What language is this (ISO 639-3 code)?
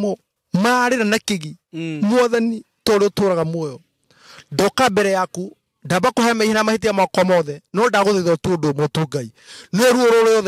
kik